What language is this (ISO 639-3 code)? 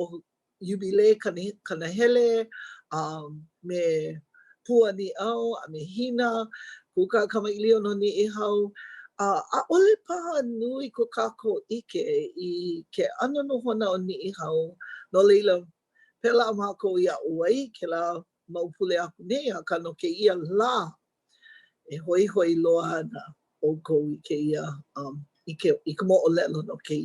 haw